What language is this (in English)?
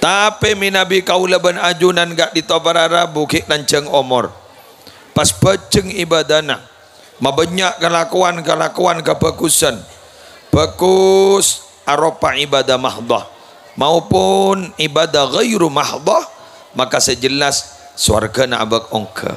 Madurese